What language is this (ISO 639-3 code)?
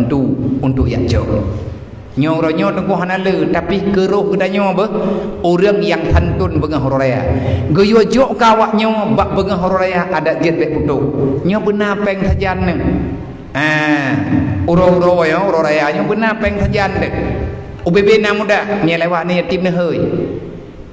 ace